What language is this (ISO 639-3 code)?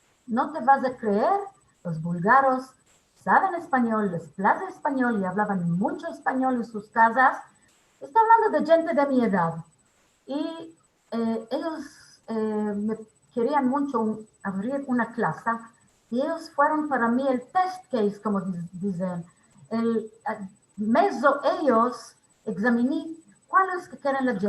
lad